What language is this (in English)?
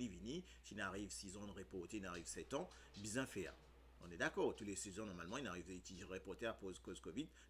Morisyen